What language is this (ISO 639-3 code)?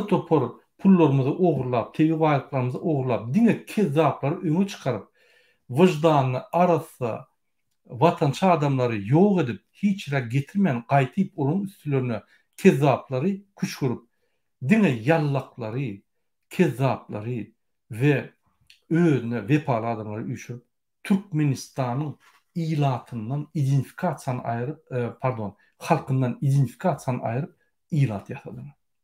tuk